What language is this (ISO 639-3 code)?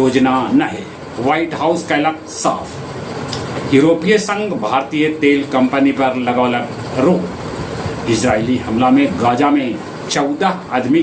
mag